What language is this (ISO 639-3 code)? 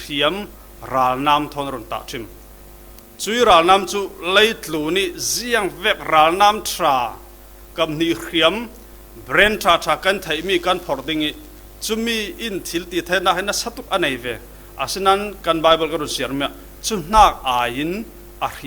cfm